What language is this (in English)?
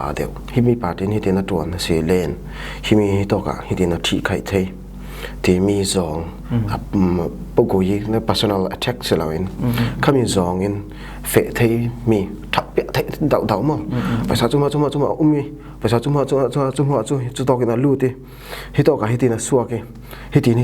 Falam Chin